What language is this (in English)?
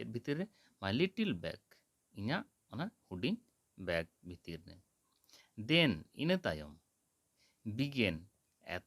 Santali